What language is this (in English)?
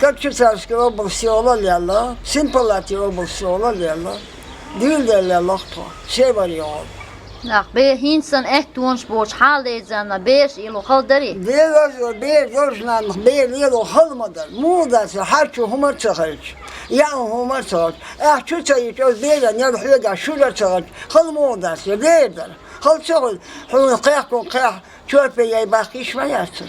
Chechen